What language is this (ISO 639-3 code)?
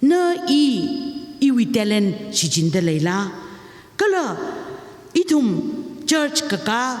nmf